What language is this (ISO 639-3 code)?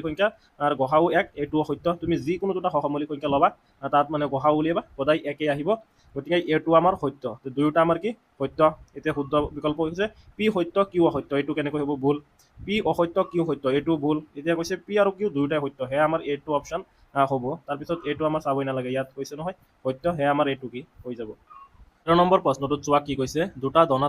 asm